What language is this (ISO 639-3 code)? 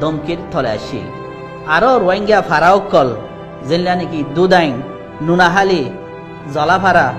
rhg